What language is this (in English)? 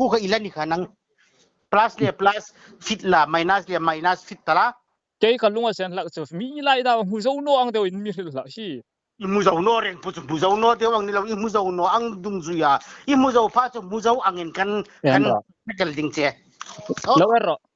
Hmar